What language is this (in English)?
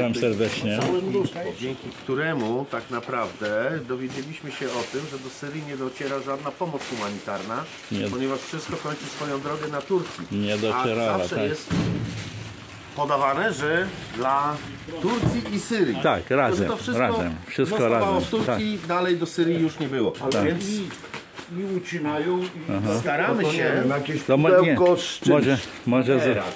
Polish